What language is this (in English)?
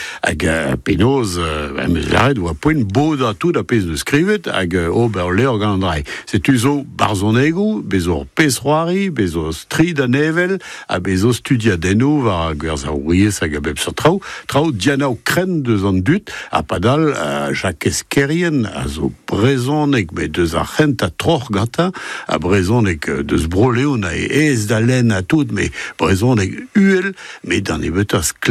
Breton